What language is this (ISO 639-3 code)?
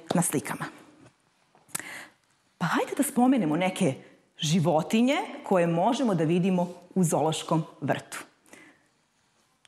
srp